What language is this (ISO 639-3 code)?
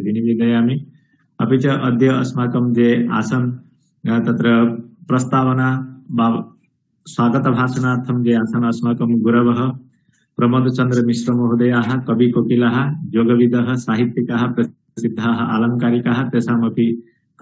san